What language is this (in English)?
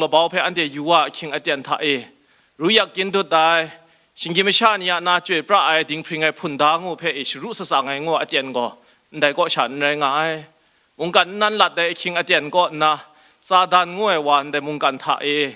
Kachin